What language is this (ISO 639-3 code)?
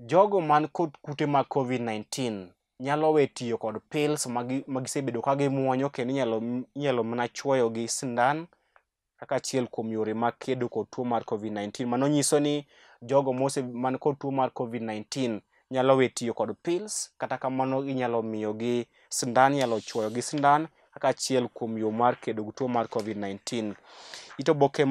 luo